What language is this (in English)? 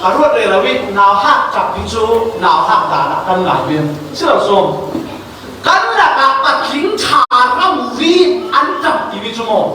Falam Chin